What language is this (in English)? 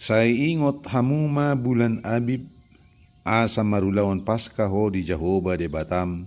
Batak Toba